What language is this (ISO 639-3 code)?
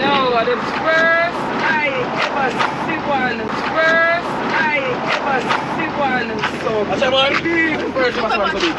jam